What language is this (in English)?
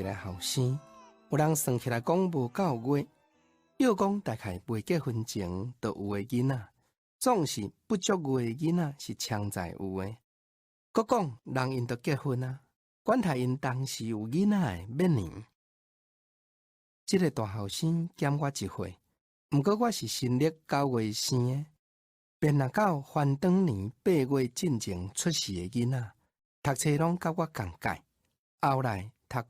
Min Nan Chinese